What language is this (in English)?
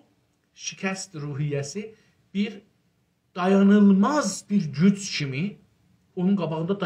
South Azerbaijani